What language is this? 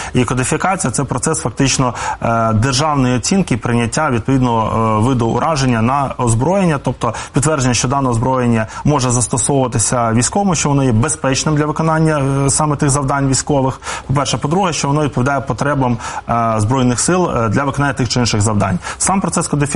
Ukrainian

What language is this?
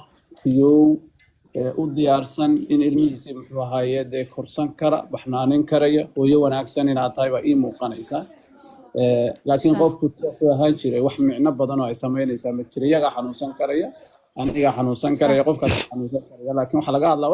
Somali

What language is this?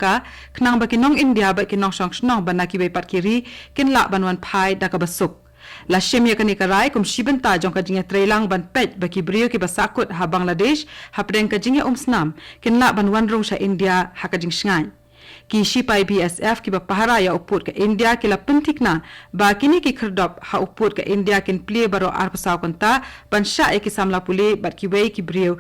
Khasi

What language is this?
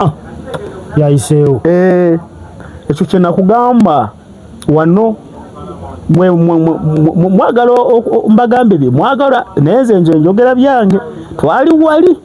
Ganda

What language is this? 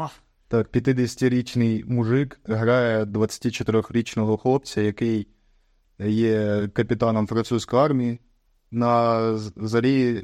Ukrainian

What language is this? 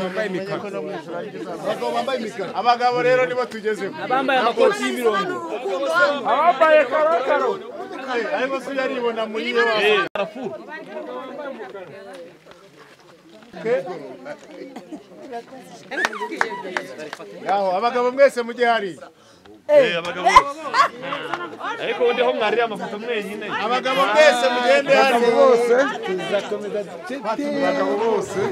Kinyarwanda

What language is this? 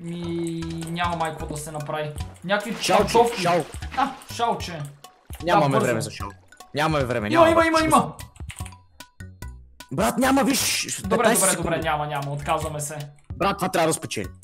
Bulgarian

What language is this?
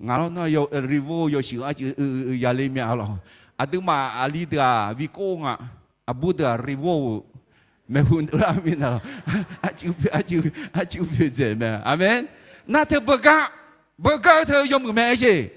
Akha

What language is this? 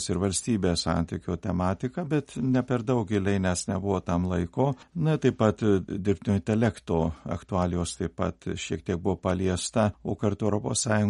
Lithuanian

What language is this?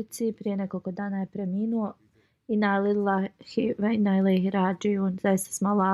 Bosnian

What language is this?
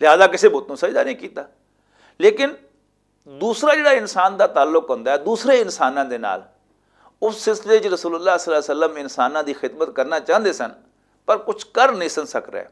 Western Panjabi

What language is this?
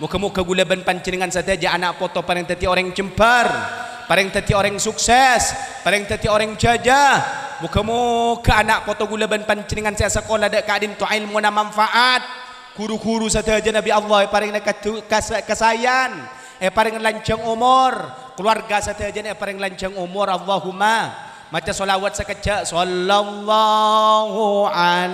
Madurese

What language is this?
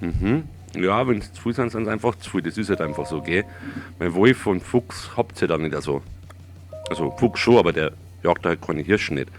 Bavarian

